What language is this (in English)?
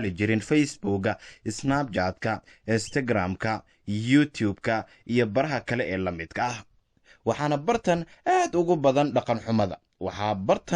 Somali